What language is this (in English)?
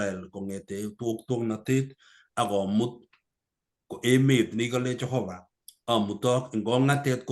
Kalenjin